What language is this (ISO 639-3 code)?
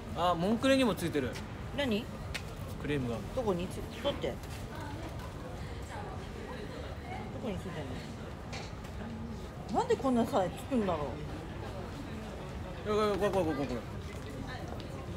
jpn